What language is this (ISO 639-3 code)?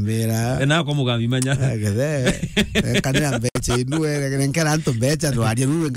mer